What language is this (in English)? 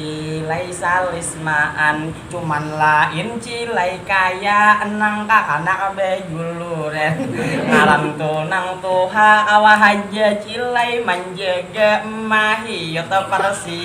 Banjar